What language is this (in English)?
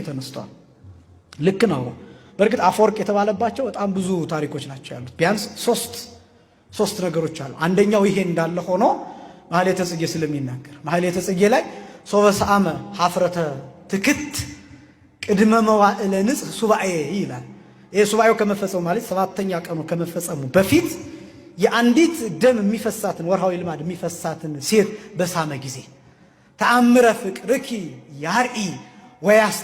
Amharic